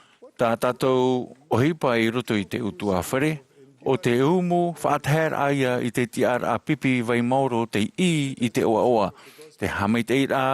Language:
Tahitian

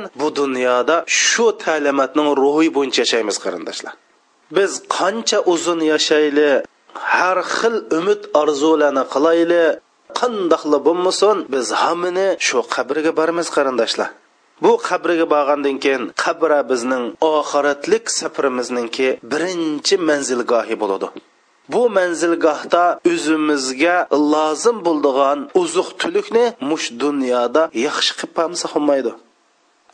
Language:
Uyghur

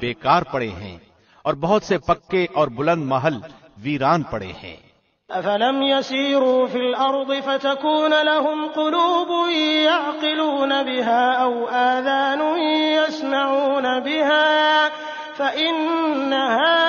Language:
Urdu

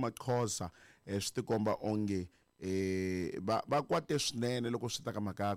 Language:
Tsonga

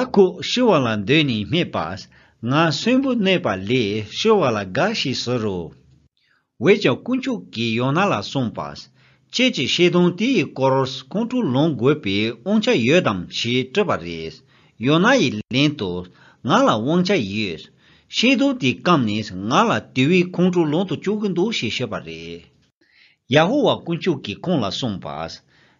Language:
Latvian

